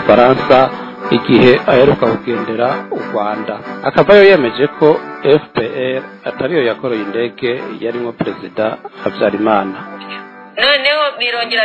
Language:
Kinyarwanda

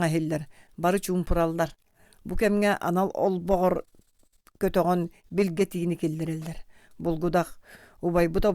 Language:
Yakut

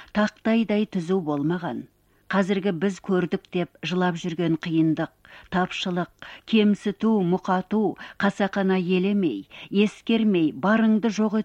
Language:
Kazakh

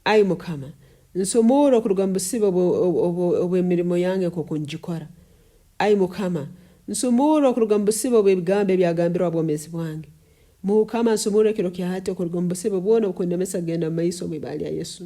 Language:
Nyoro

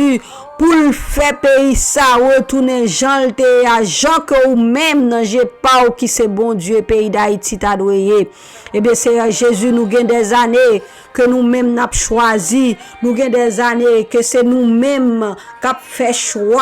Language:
Haitian Creole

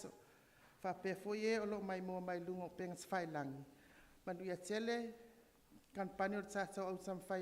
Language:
Samoan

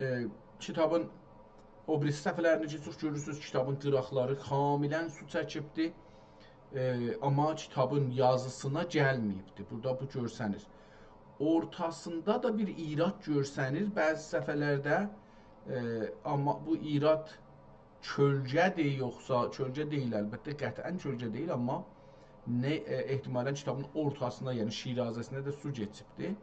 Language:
South Azerbaijani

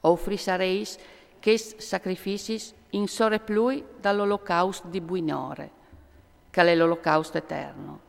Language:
Friulian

